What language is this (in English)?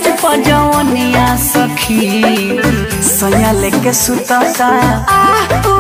Bhojpuri